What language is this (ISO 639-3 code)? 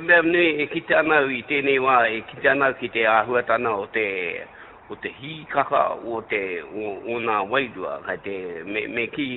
mri